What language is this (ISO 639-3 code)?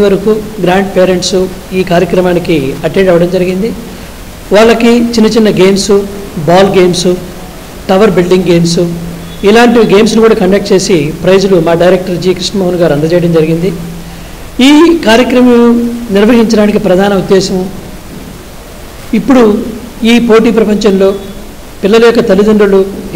tel